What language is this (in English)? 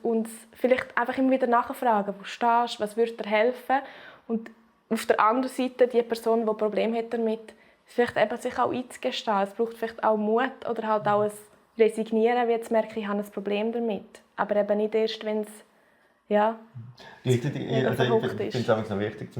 Swiss German